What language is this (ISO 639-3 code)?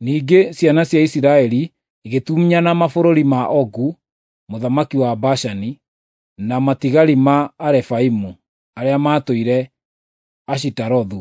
kik